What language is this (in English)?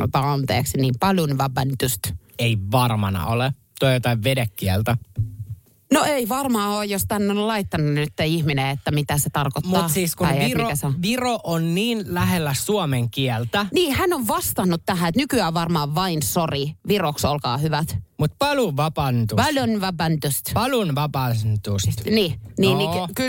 Finnish